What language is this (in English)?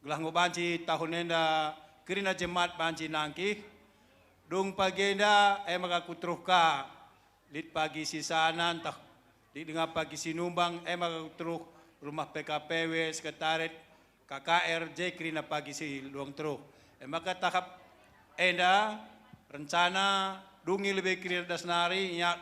Batak Karo